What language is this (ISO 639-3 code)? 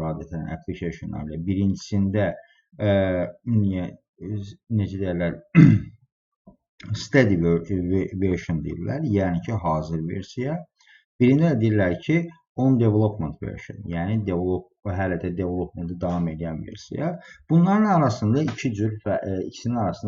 aze